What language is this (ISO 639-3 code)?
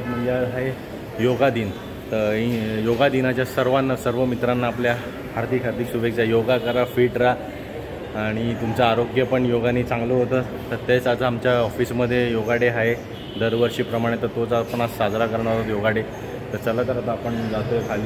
mar